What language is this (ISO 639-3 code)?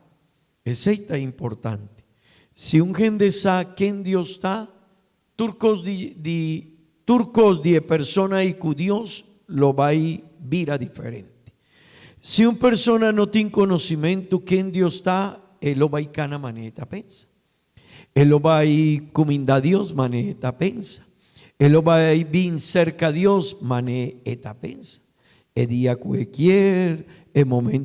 pap